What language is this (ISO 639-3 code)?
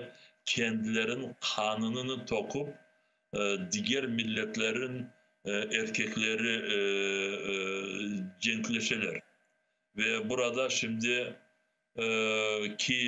crh